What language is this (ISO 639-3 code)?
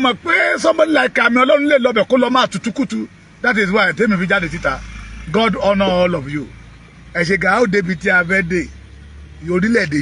yor